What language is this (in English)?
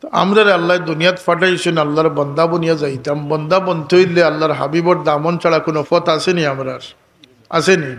Sylheti